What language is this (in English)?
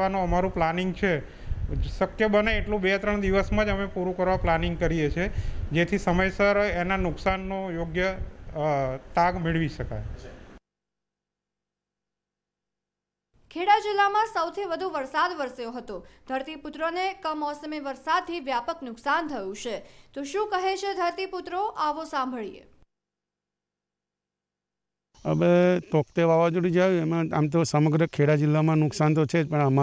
Gujarati